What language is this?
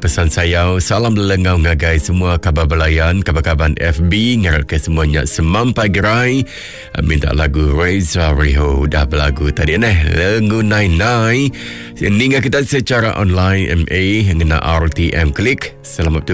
Iban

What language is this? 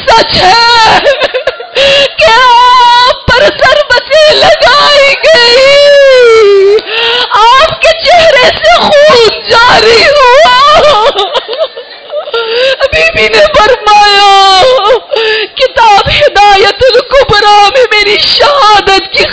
Urdu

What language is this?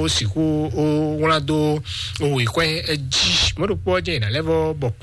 Fon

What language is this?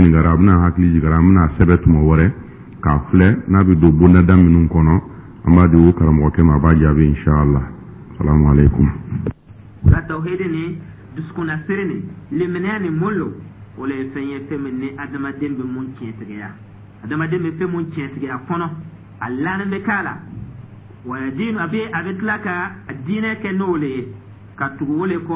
Dyula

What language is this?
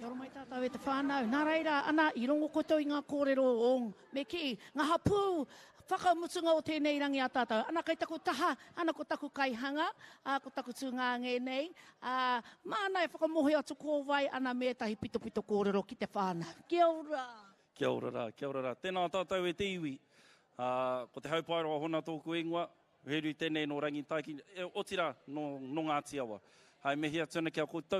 Māori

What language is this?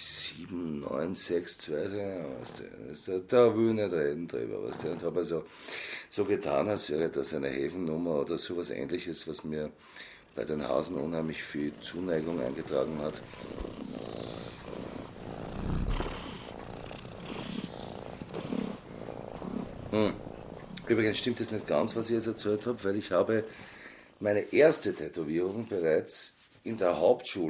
German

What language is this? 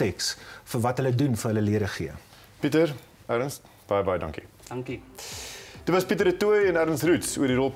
Afrikaans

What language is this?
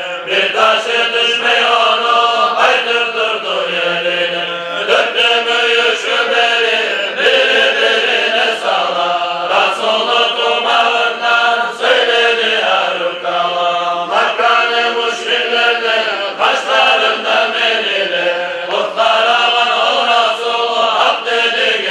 Kumyk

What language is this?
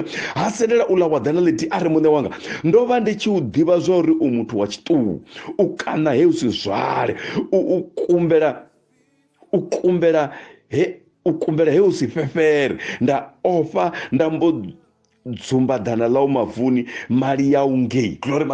Venda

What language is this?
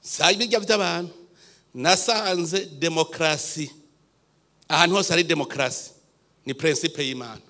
Rundi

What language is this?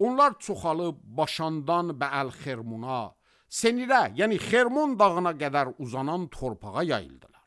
Azerbaijani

